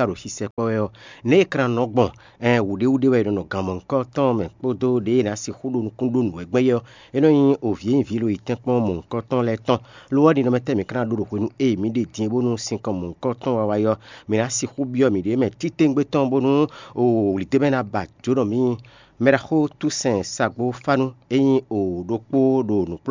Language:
Fon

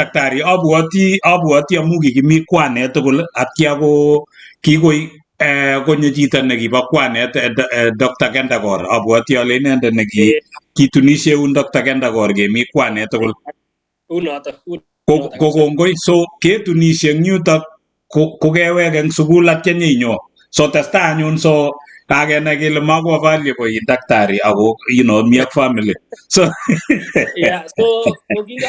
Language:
Kalenjin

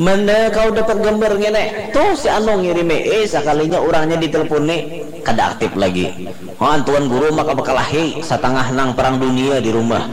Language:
Banjar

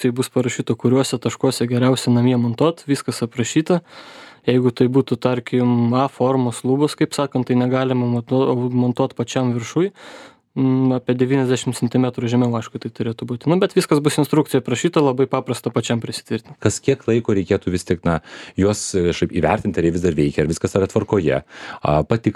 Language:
Lithuanian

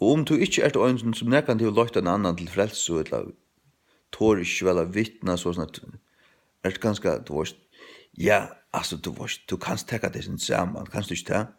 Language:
Faroese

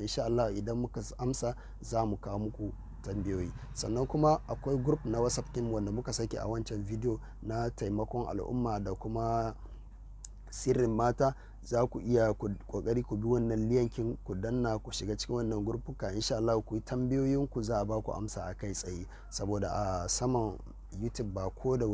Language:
Hausa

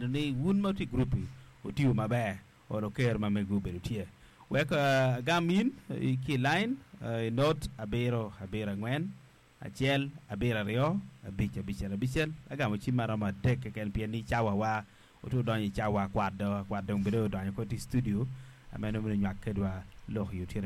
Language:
Acoli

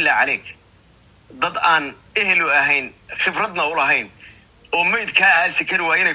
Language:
Somali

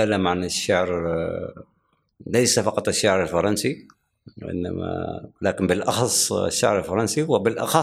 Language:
Gulf Arabic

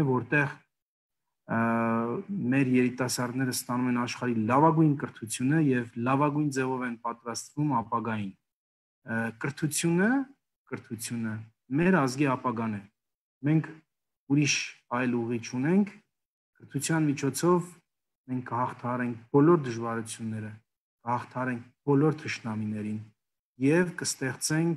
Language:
Armenian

